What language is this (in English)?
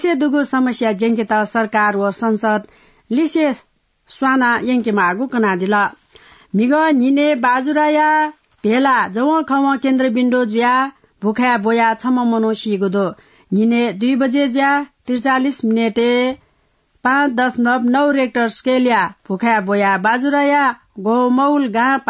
Newari